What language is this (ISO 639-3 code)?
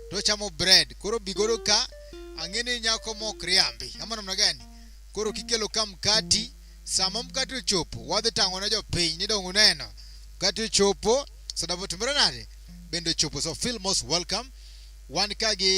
luo